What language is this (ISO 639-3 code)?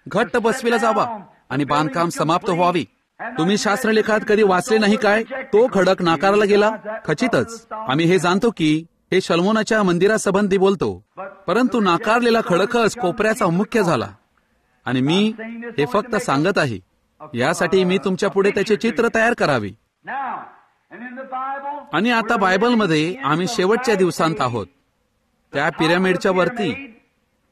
mar